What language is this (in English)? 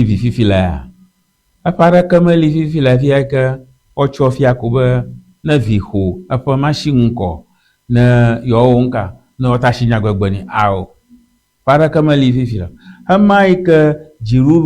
Ewe